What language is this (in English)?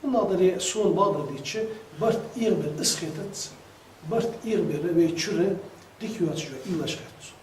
Ingush